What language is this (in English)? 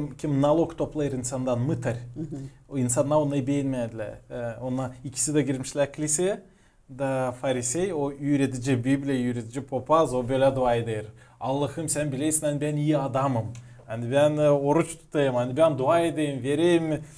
Gagauz